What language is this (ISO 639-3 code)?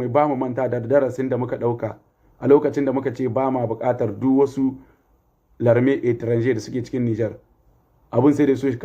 hau